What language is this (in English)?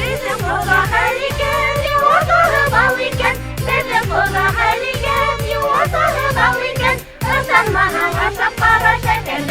Bashkir